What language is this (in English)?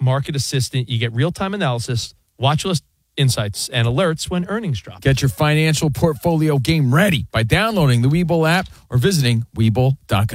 English